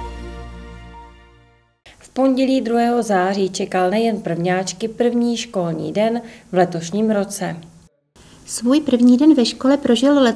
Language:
Czech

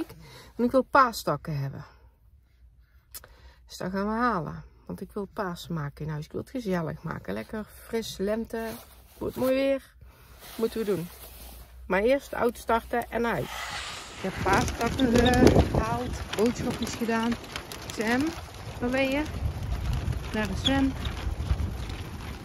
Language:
Dutch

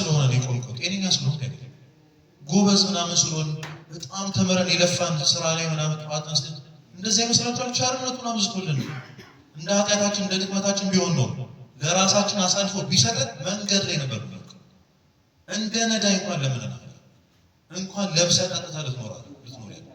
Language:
Amharic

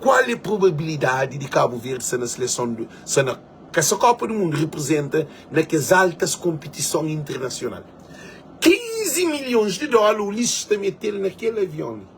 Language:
Kabuverdianu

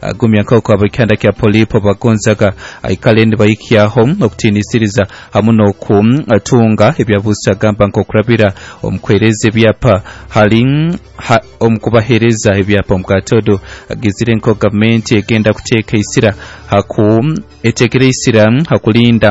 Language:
Nyoro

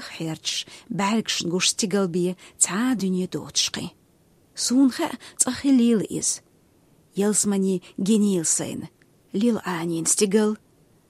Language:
Chechen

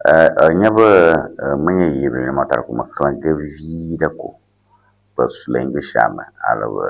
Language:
Ewe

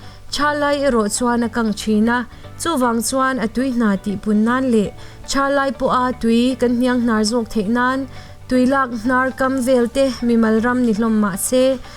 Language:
Mizo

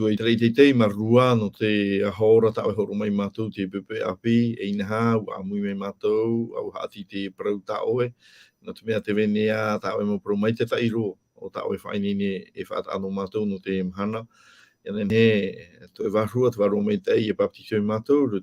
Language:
Tahitian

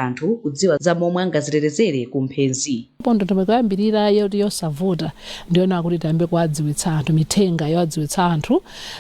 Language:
Nyanja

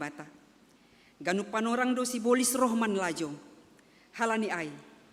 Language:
Batak Simalungun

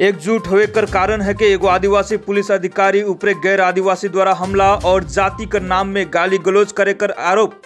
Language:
Sadri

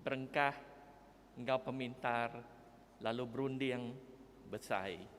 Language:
Iban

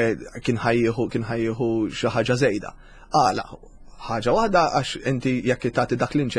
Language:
Maltese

